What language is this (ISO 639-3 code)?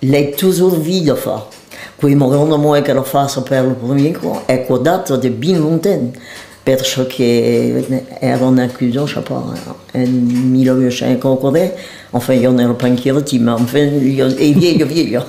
oci